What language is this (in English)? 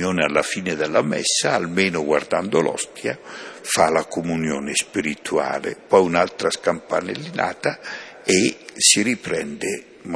Italian